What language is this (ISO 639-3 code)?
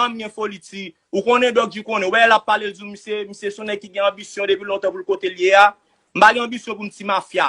hat